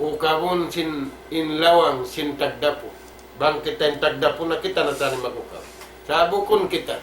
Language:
Tausug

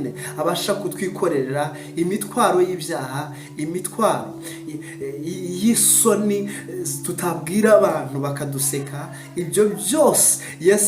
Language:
Kinyarwanda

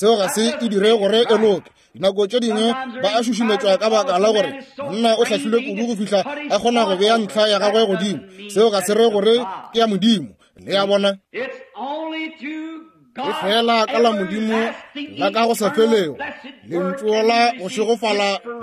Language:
Northern Sotho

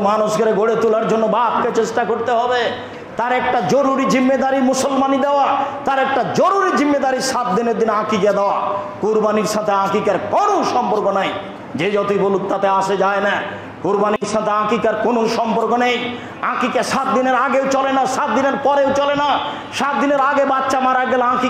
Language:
Bangla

